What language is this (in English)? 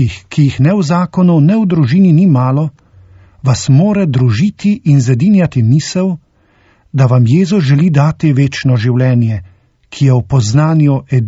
Slovenian